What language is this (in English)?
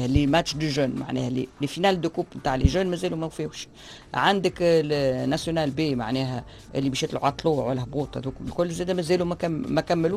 Tunisian Arabic